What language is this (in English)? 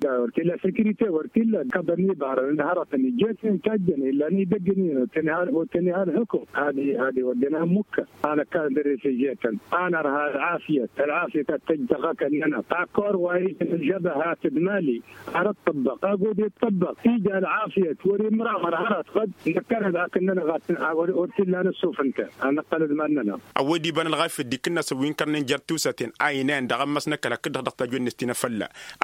Tamasheq